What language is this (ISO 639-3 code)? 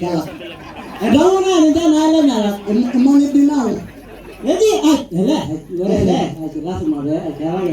mas